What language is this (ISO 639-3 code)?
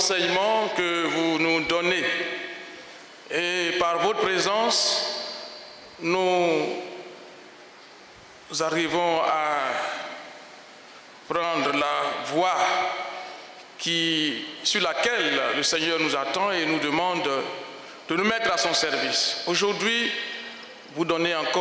fra